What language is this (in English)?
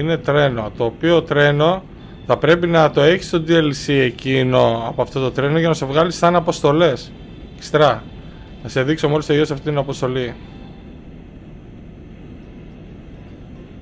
Greek